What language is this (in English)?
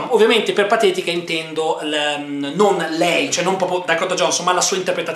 Italian